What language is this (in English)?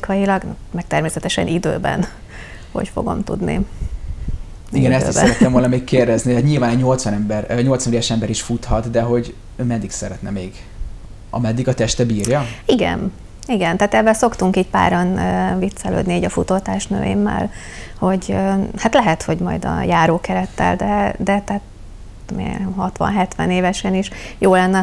Hungarian